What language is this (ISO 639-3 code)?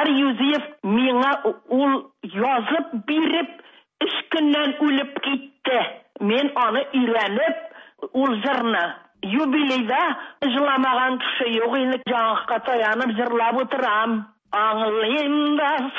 tat